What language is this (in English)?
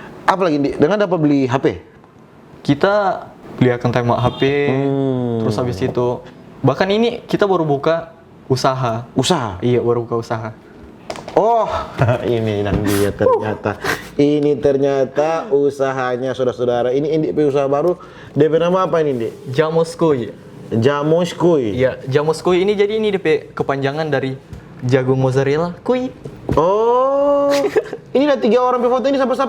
Manado Malay